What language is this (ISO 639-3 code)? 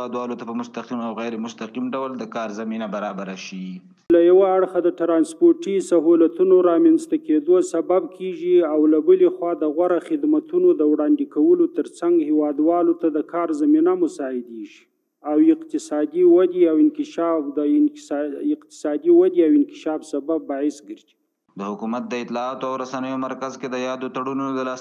pus